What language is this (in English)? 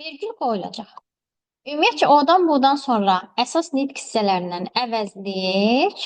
Azerbaijani